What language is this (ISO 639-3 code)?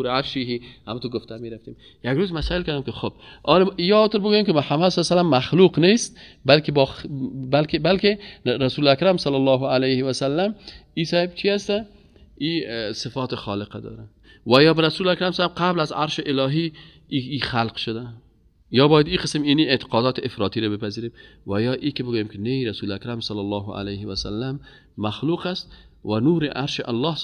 fas